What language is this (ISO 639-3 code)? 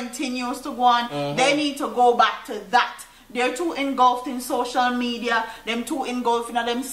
jam